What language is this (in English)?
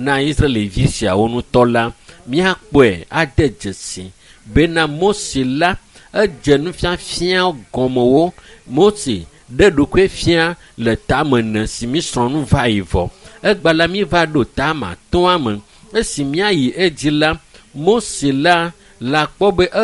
Ewe